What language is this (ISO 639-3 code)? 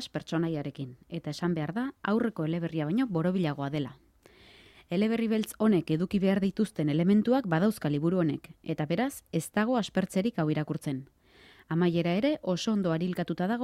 eus